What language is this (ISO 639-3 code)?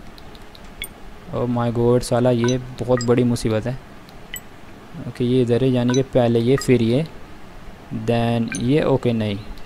hin